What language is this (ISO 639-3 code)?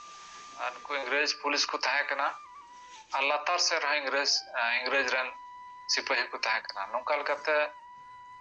sat